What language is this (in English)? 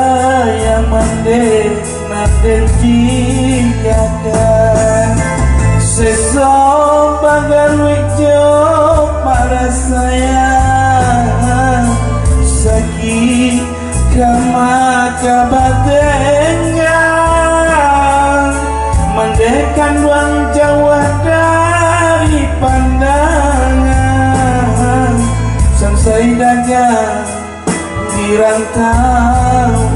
Minangkabau